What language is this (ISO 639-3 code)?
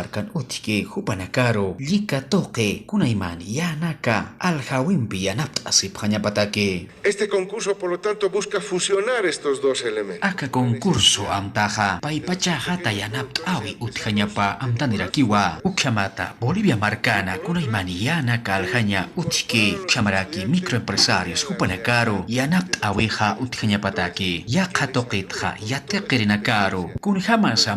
aym